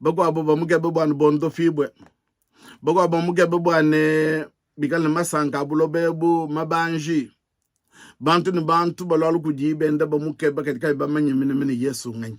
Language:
Luba-Lulua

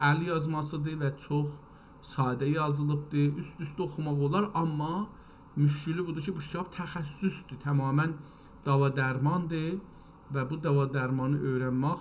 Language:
South Azerbaijani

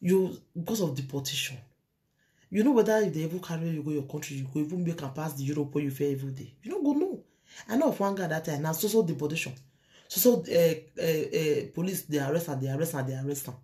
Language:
Nigerian Pidgin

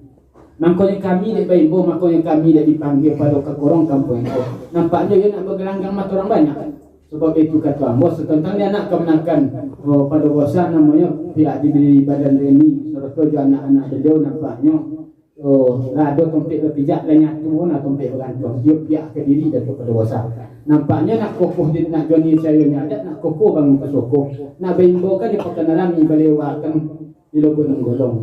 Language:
Minangkabau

